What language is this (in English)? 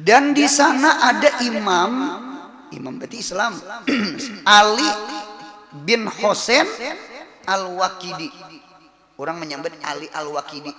Banjar